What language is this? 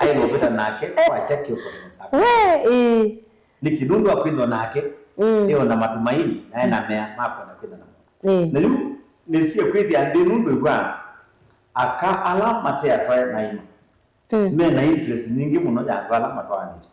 Kamba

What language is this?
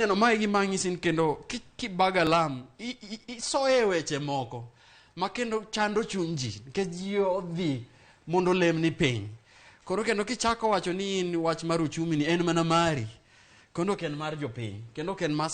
Luo (Kenya and Tanzania)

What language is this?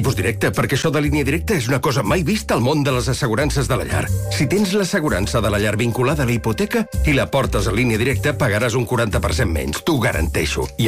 Catalan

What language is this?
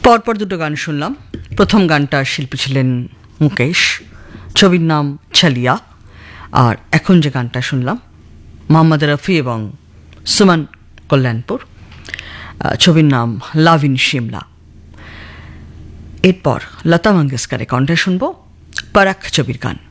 Bangla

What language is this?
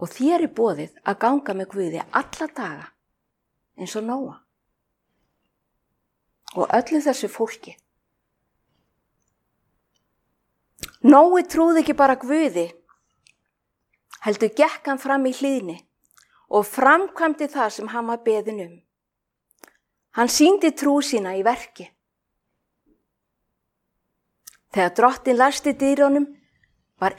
Icelandic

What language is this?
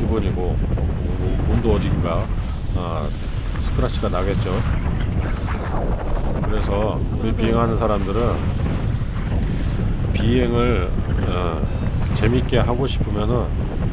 Korean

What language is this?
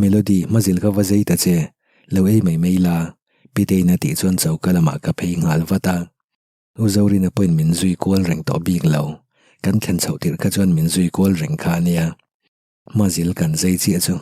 Mizo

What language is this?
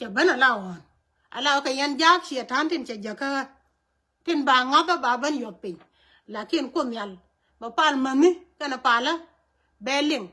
Nuer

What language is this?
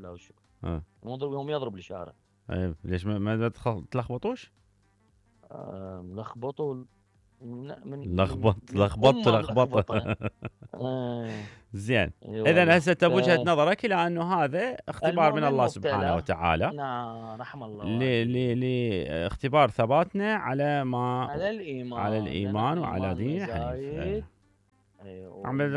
Mesopotamian Arabic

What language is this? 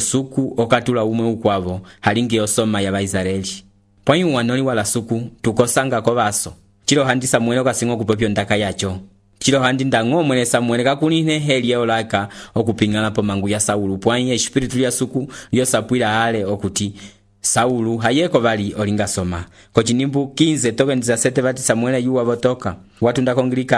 Umbundu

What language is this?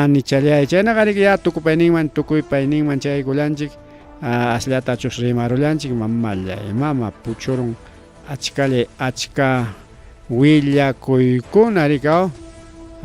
Ayacucho Quechua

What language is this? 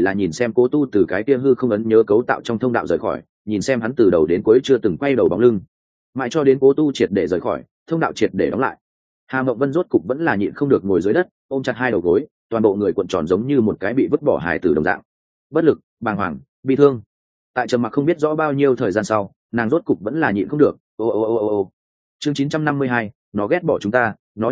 Vietnamese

